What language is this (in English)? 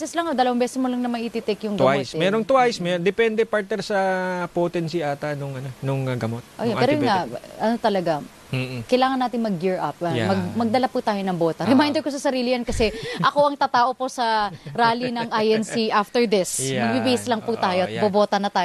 Filipino